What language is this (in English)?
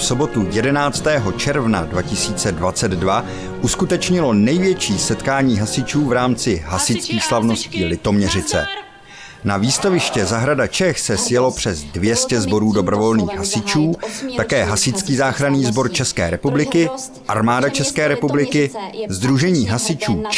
Czech